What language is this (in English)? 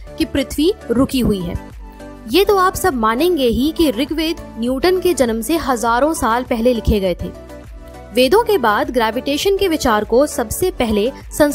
Hindi